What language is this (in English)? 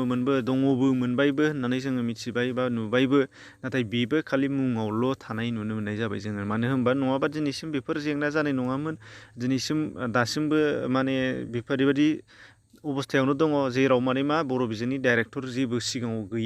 Bodo